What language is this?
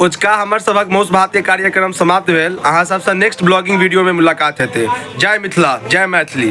Maithili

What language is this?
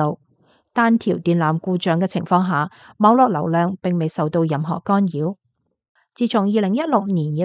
Cantonese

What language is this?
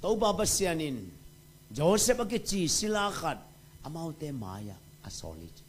Tedim Chin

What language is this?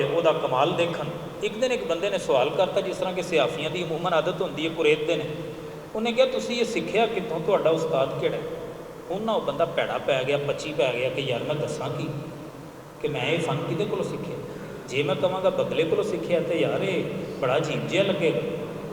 Western Panjabi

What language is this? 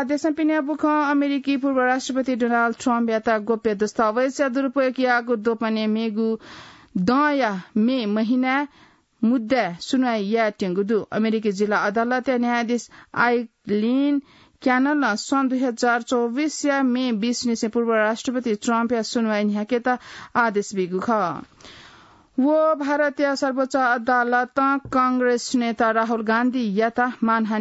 Newari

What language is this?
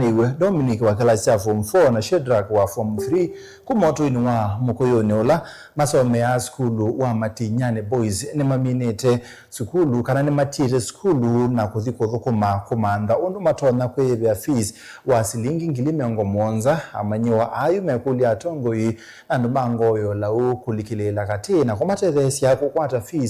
Kamba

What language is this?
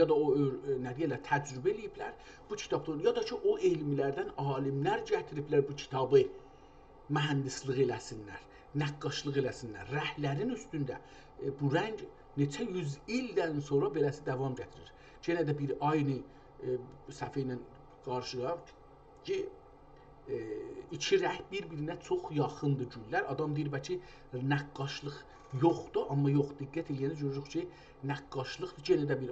South Azerbaijani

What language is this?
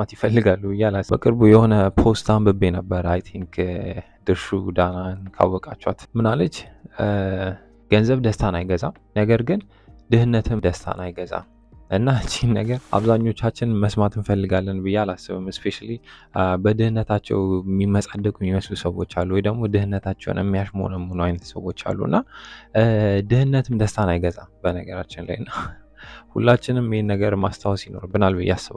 Amharic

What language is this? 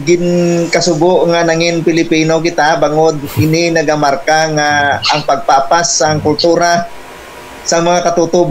Hiligaynon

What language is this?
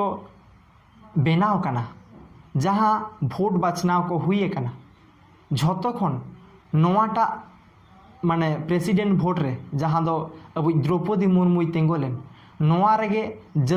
Santali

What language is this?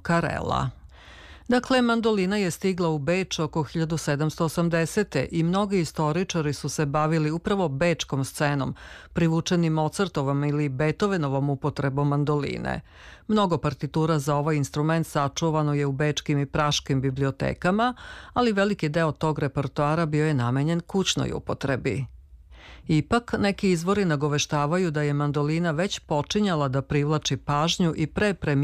Serbian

